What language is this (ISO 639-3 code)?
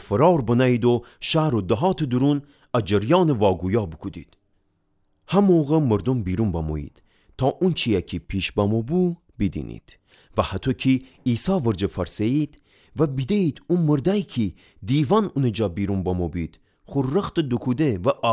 glk